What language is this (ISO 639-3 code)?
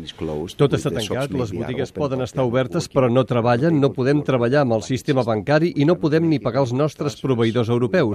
cat